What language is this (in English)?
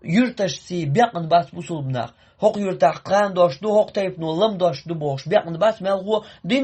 Chechen